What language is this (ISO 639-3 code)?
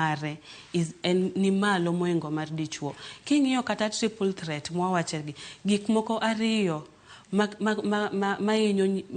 luo